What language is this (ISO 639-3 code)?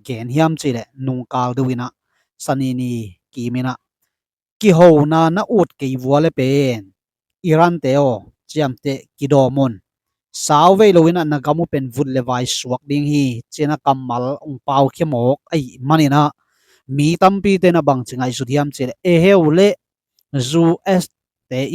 ctd